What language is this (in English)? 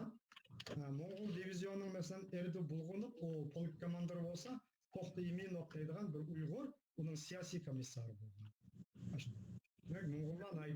Uyghur